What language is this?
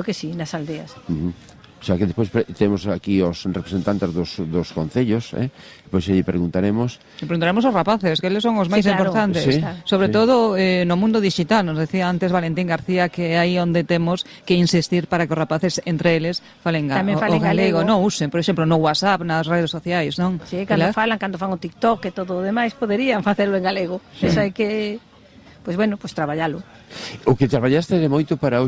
Galician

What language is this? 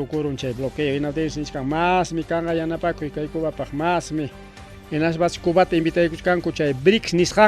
Ayacucho Quechua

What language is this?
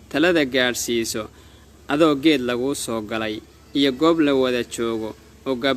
Somali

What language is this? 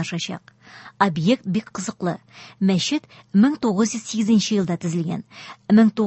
Tatar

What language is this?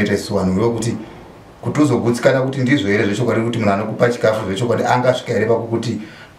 Shona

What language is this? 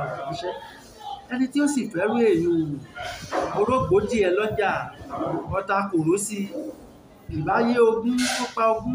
Yoruba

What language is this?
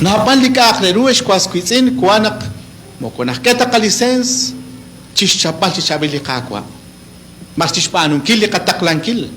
Kekchí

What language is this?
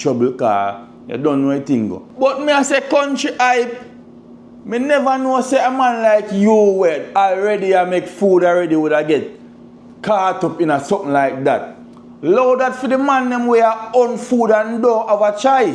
Jamaican Creole English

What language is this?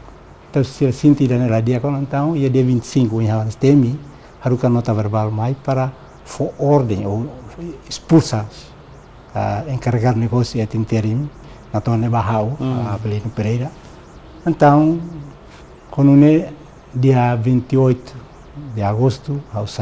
Tetum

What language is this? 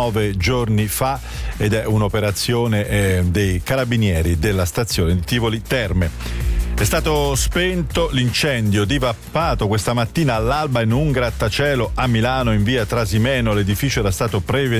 Italian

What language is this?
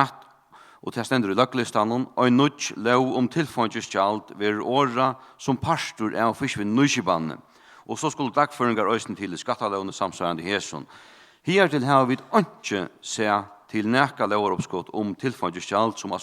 Faroese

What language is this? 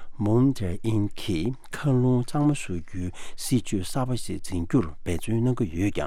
Tibetan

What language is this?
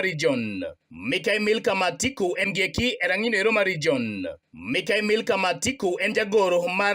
Luo (Kenya and Tanzania)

